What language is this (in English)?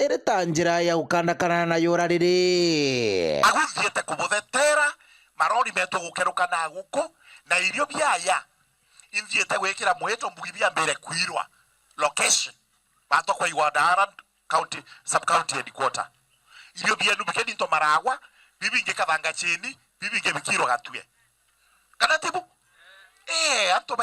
Meru